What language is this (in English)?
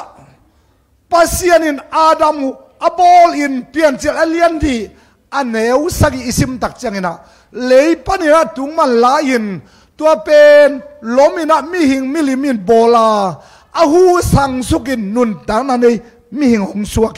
Tedim Chin